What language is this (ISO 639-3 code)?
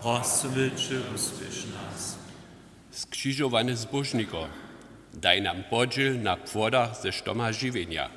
hsb